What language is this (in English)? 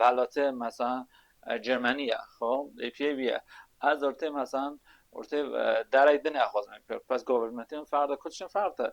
Kurdish